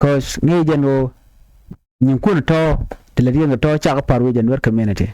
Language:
Nuer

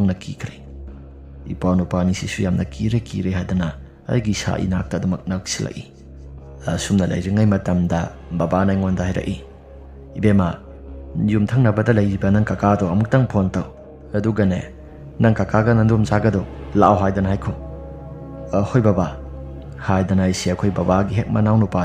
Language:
Manipuri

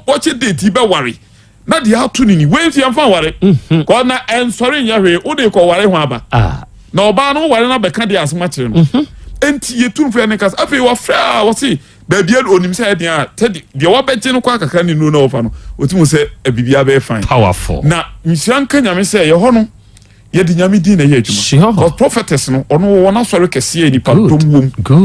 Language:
Akan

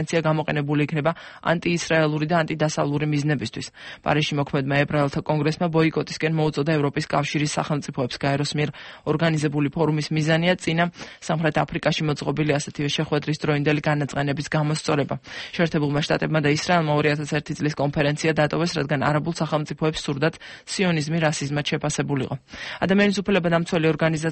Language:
Georgian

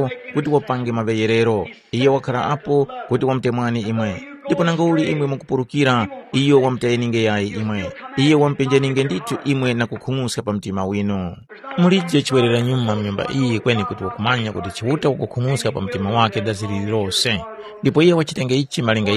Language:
Tumbuka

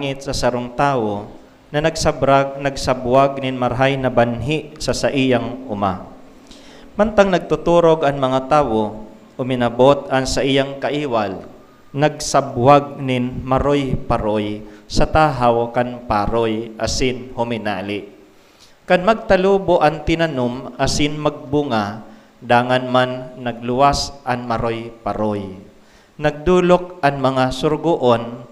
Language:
Bikol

